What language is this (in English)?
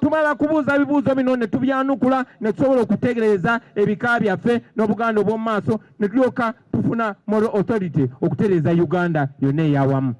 Ganda